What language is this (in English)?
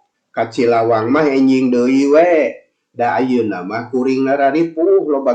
Sundanese